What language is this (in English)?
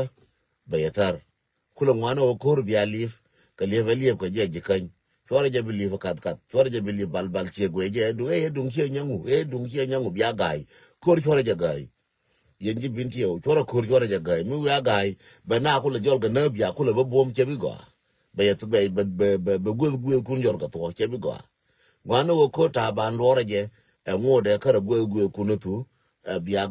Nuer